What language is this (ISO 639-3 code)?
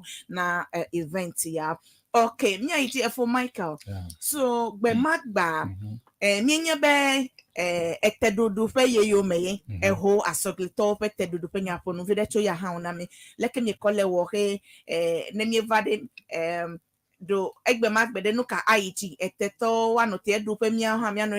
ewe